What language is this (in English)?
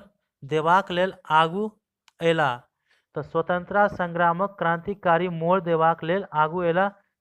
Maithili